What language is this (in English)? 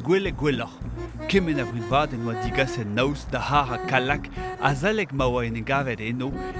Breton